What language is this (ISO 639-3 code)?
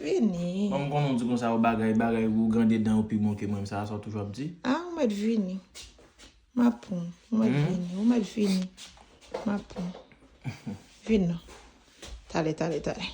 hat